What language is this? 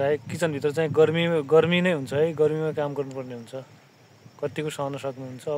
Nepali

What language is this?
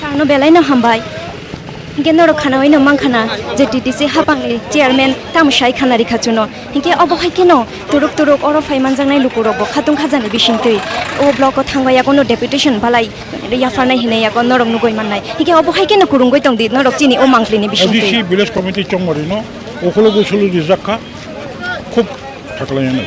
Kok Borok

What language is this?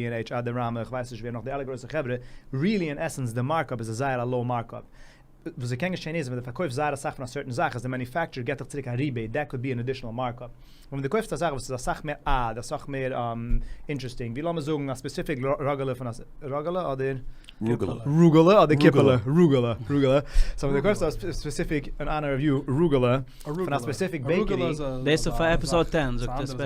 Yiddish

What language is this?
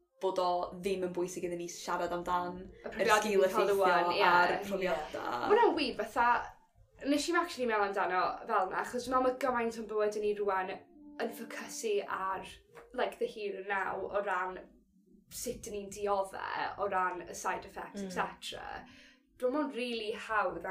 Welsh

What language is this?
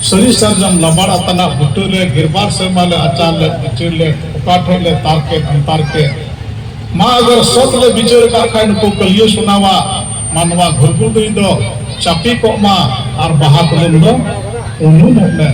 Santali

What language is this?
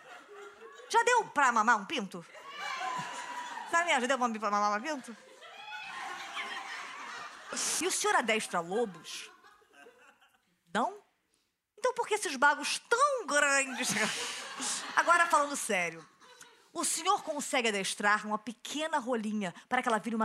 Portuguese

